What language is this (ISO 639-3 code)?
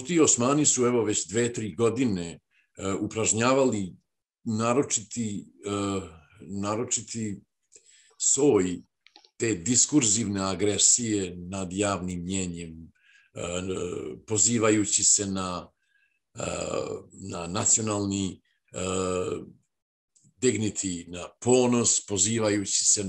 srp